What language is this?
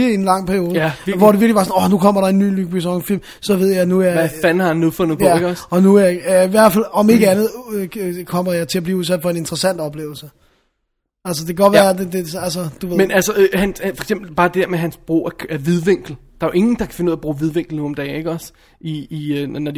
Danish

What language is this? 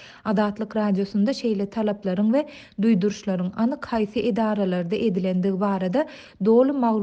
Turkmen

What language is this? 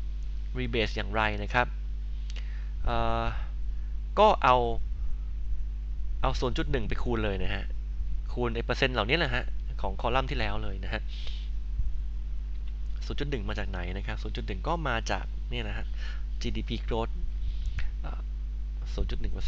Thai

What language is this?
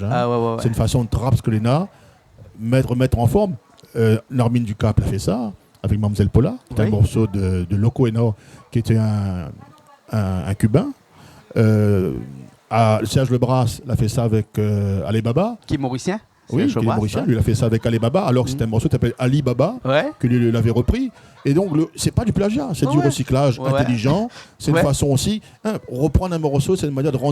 Réunion Creole French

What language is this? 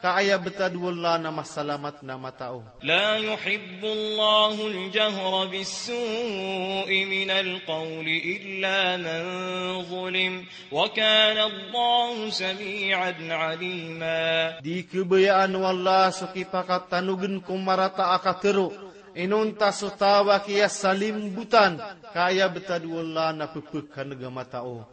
Maranao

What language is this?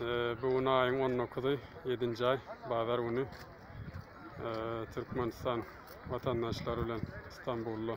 Turkmen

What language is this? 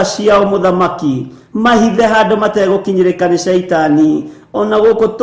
Kikuyu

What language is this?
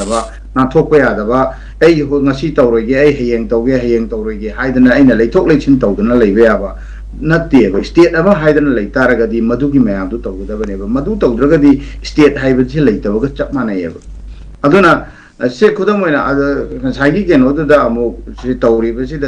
Manipuri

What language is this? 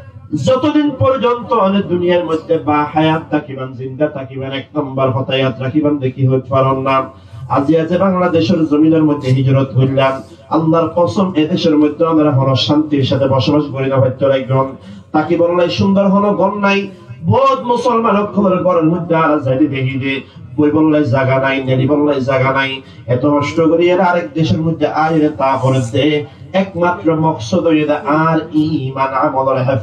Rohingya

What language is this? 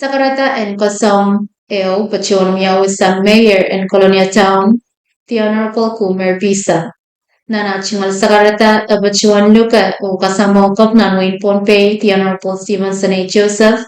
Pohnpeian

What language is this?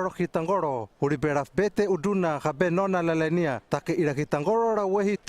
Hano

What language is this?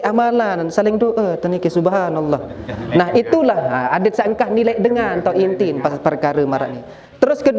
Sasak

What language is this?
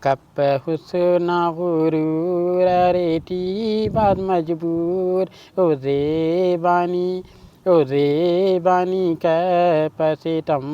Brahui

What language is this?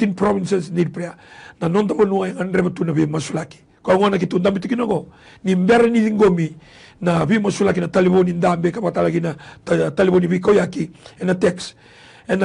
Fijian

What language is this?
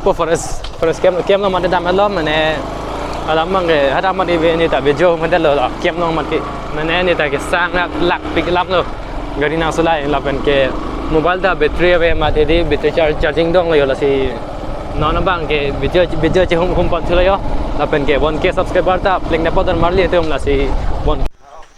Karbi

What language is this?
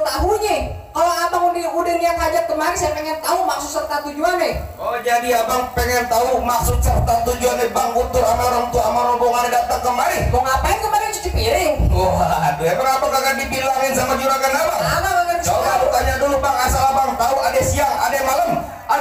Betawi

